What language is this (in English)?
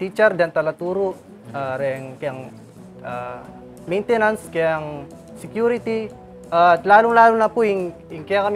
Pampanga